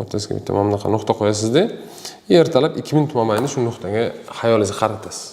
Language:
Uzbek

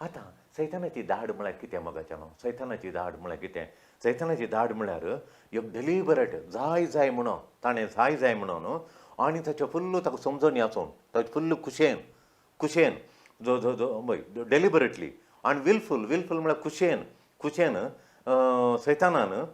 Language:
Konkani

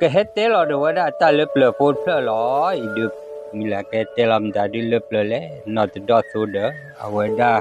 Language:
S'gaw Karen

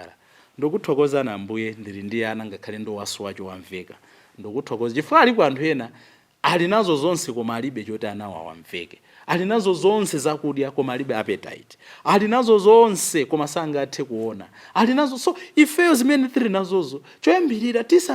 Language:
Nyanja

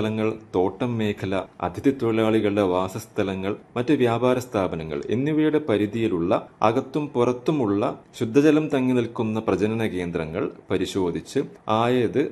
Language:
Malayalam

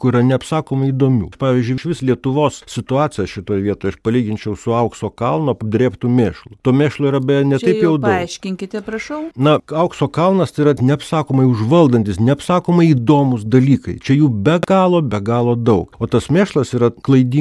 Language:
Lithuanian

